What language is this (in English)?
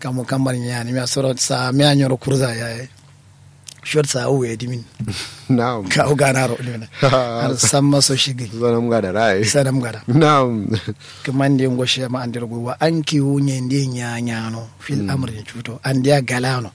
Kanuri